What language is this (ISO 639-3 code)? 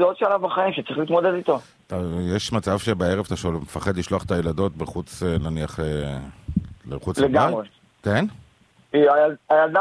heb